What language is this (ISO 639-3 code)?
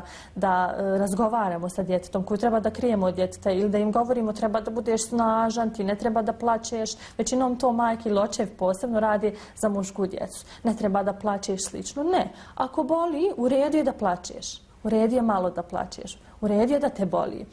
bos